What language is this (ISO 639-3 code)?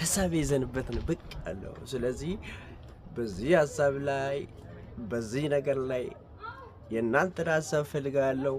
amh